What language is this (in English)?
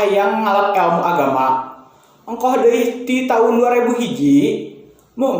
Sundanese